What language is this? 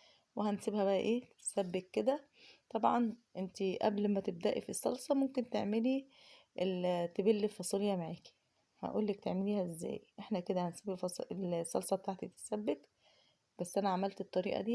Egyptian Arabic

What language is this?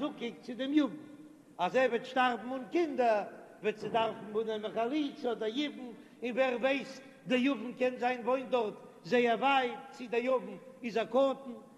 Yiddish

